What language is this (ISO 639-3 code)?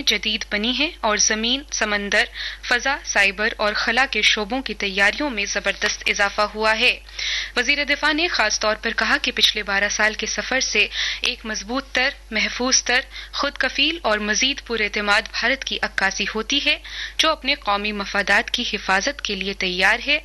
urd